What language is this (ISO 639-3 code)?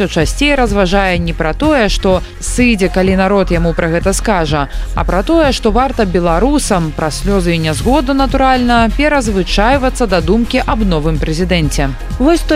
bel